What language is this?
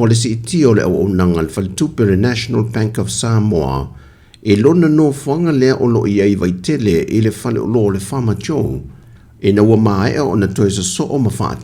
Samoan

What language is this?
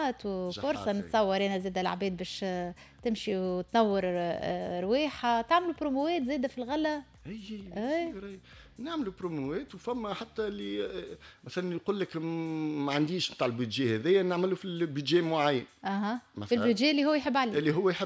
Tunisian Arabic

